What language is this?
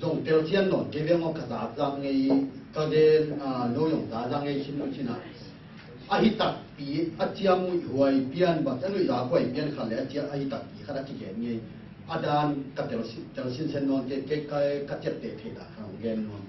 Tedim Chin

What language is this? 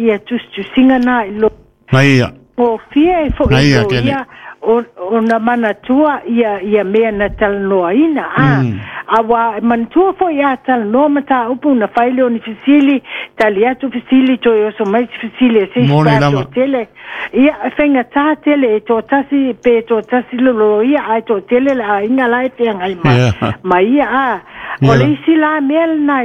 Samoan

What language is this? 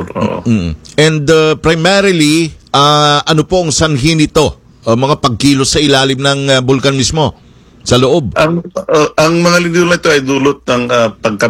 Filipino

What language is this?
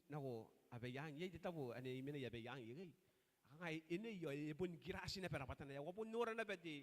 Gilbertese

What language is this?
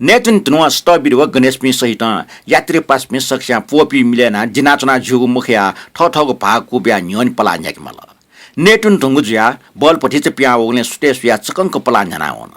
Newari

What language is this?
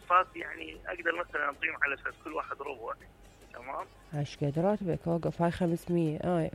Mesopotamian Arabic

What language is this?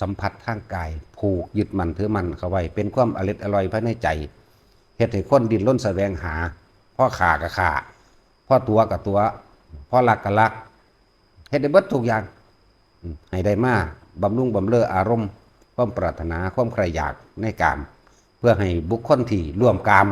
Northeastern Thai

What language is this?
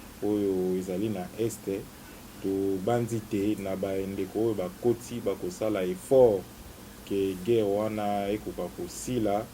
Lingala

